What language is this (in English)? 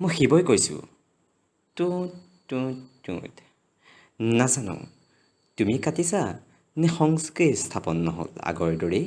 Assamese